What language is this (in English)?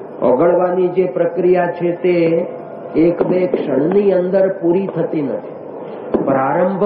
Gujarati